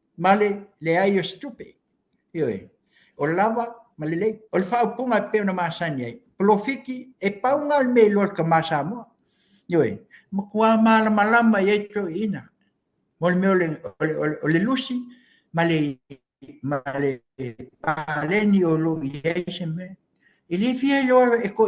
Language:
Samoan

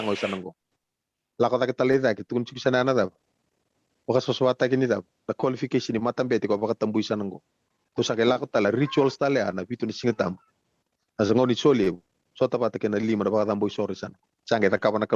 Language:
Fijian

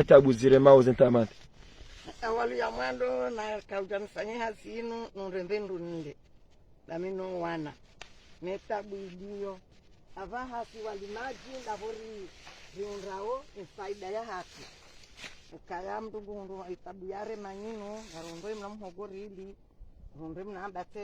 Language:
Ngazidja Comorian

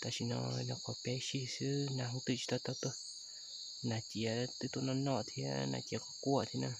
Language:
Hmong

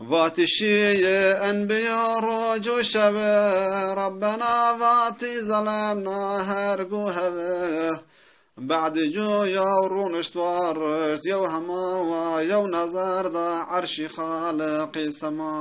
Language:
Zaza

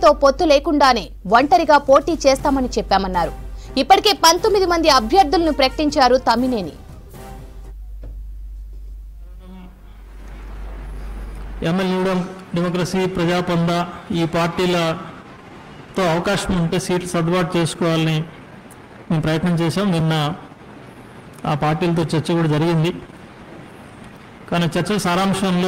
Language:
Telugu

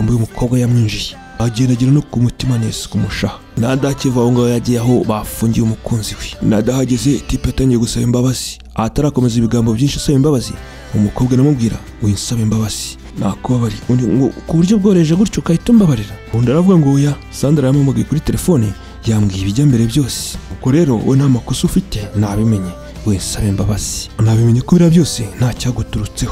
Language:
Kinyarwanda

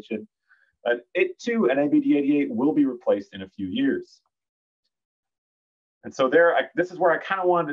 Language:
English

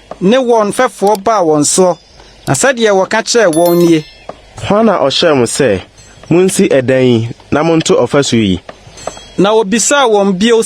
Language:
Akan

